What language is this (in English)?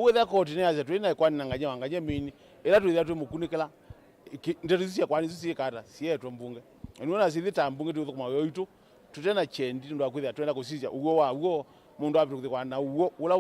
Kamba